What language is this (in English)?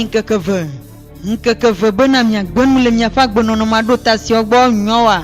Ewe